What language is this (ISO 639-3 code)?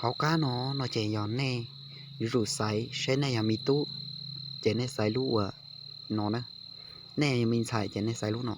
hmn